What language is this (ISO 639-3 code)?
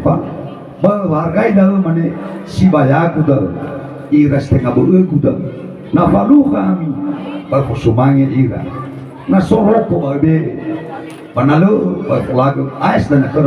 nia